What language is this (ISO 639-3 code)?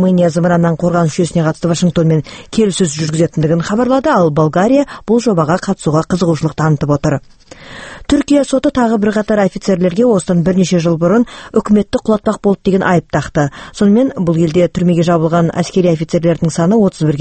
kaz